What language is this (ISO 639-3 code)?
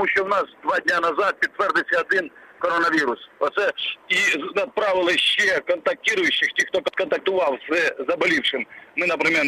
ukr